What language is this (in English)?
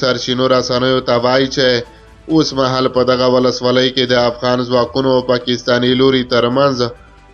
Pashto